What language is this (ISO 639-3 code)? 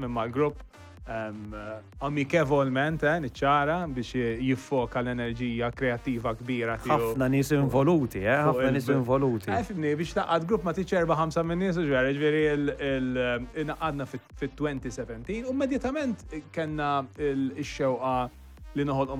mlt